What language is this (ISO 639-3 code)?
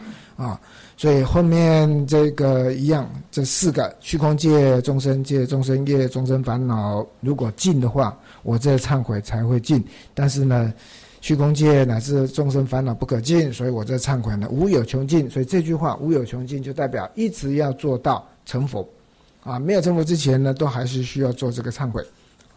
zho